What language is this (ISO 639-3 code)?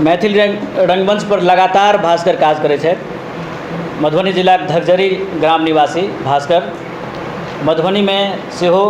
mai